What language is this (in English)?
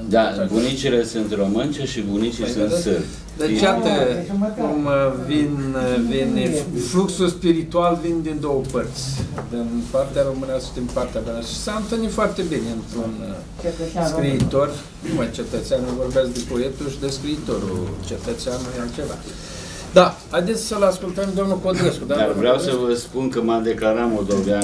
Romanian